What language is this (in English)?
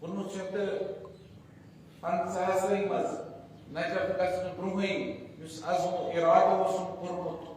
Kashmiri